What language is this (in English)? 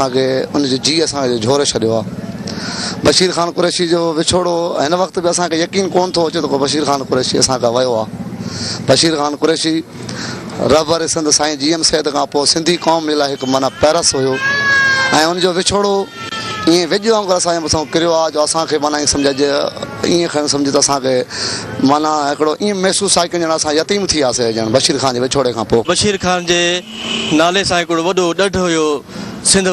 Sindhi